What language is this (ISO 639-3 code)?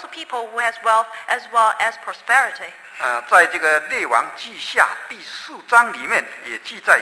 zho